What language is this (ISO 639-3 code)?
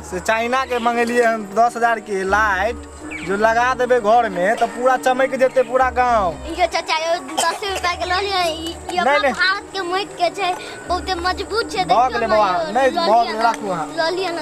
mai